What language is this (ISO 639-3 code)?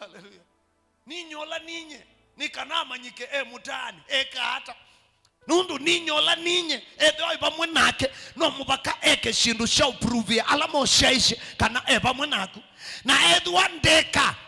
kam